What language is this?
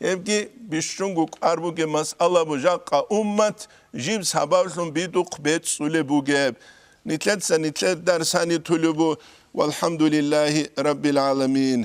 Avaric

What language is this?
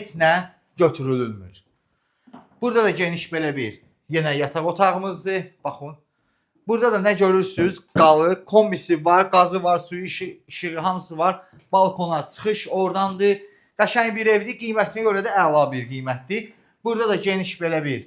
Azerbaijani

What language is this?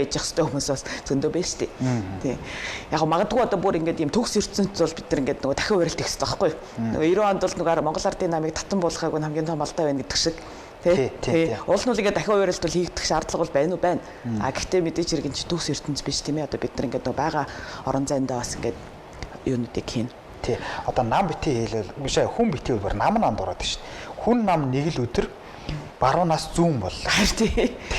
Mongolian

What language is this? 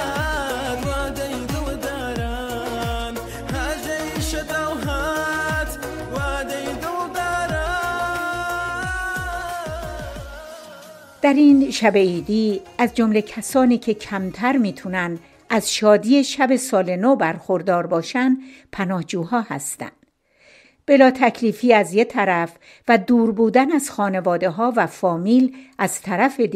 Persian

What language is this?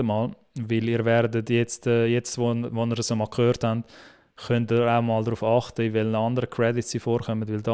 Swiss German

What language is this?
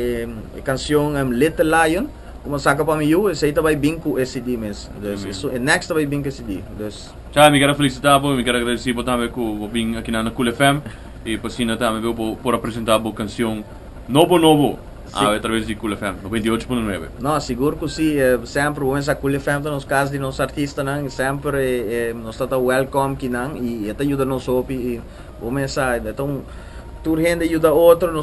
Papiamento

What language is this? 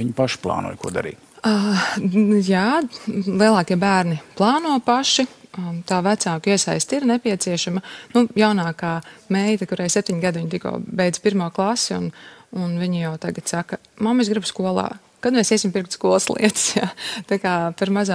Latvian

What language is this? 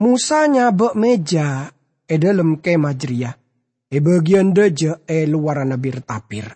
Madurese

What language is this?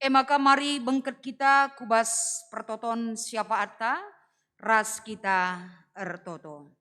Batak Karo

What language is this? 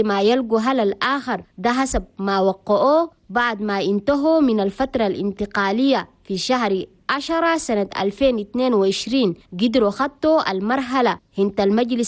Chadian Arabic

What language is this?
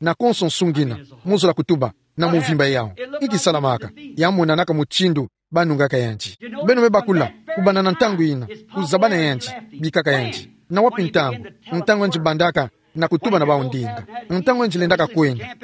Kituba (Democratic Republic of Congo)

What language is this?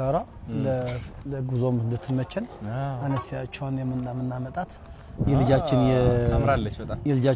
Amharic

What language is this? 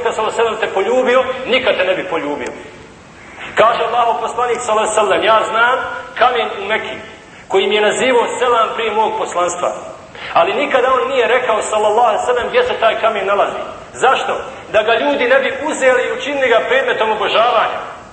Bosnian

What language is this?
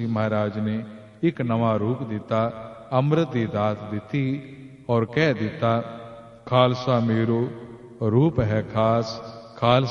Punjabi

